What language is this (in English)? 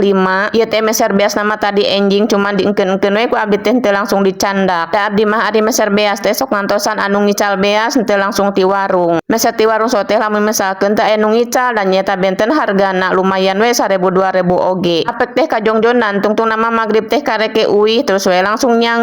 Sundanese